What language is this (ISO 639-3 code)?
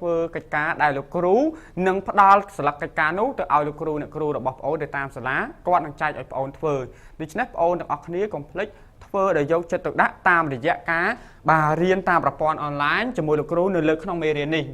khm